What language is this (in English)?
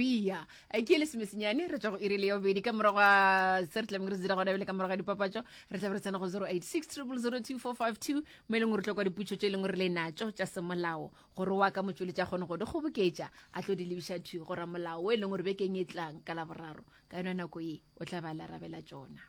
Northern Sotho